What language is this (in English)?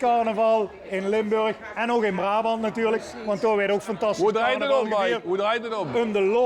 Limburgish